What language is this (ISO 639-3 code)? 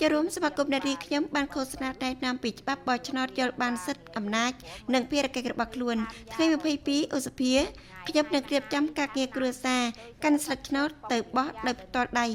khm